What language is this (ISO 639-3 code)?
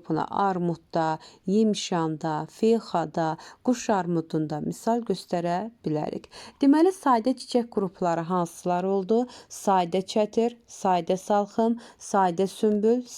aze